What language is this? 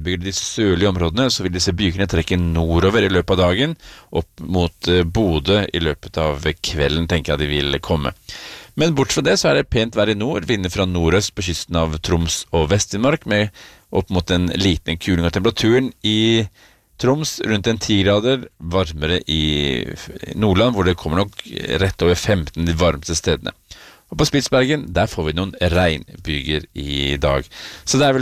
Norwegian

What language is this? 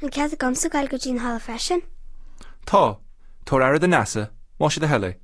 Irish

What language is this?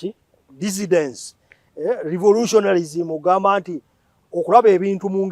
Ganda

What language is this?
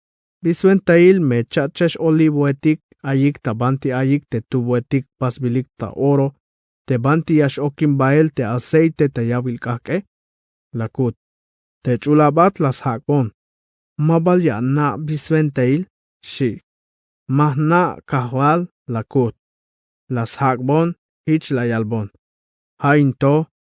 Tzeltal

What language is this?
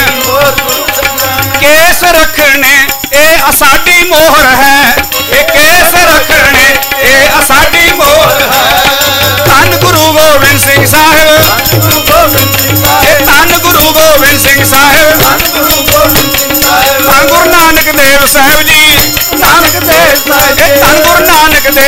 Punjabi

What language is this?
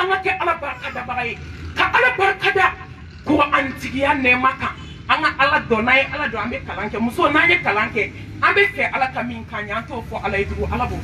Bambara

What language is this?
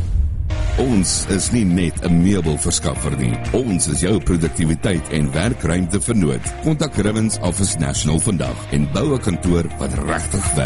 Afrikaans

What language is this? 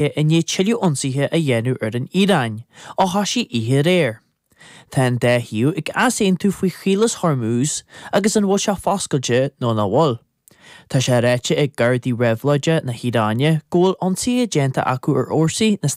Irish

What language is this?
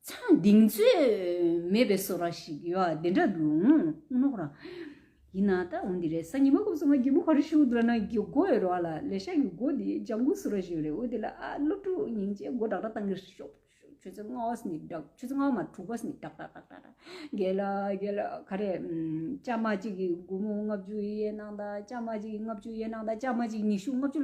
Tibetan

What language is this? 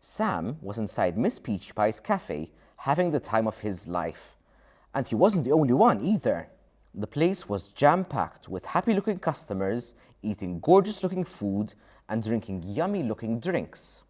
English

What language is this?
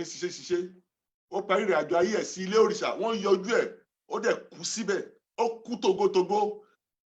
Yoruba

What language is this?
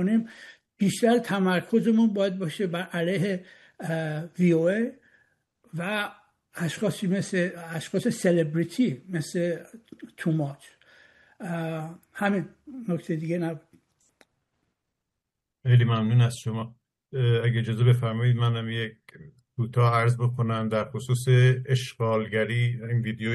Persian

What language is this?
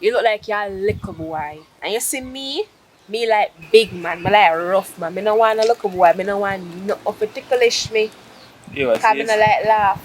Jamaican Creole English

